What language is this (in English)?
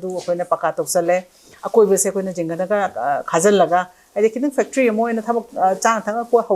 Manipuri